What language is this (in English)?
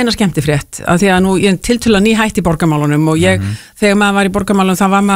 Icelandic